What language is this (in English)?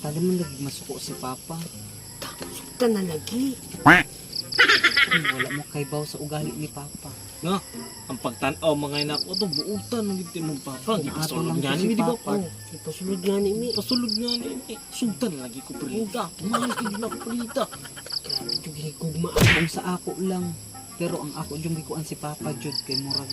Cebuano